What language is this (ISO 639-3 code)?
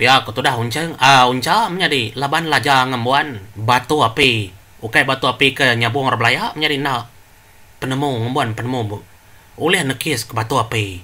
iba